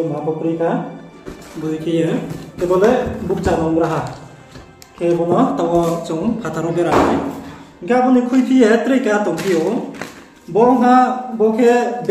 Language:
Riang (India)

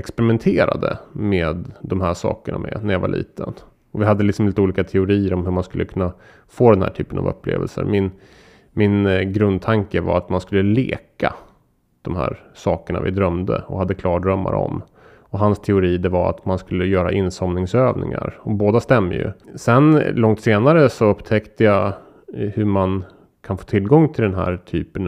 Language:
Swedish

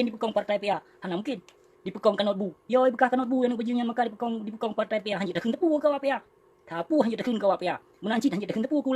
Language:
Achinese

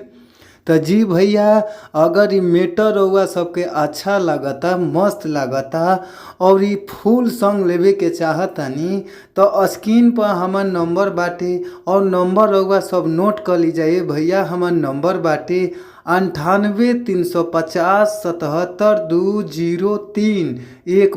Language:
Bhojpuri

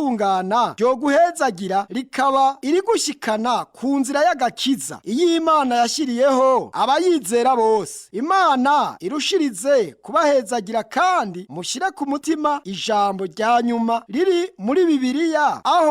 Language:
Rundi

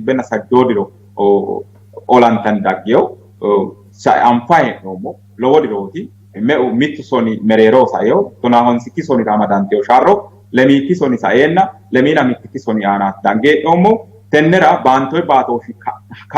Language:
Sidamo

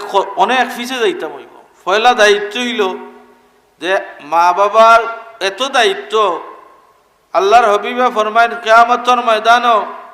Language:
Sylheti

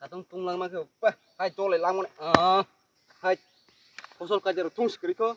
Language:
Kok Borok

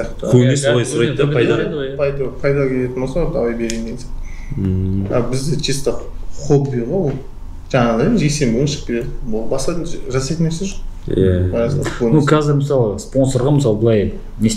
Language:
Kazakh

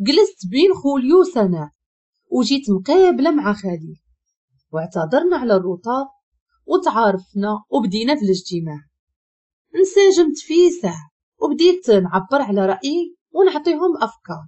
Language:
Moroccan Arabic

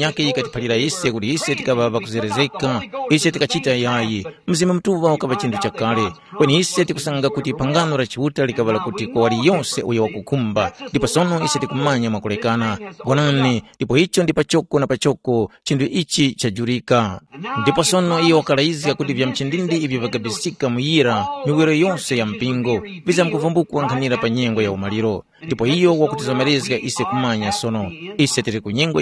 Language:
Tumbuka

